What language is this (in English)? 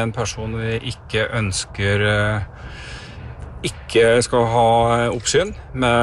Norwegian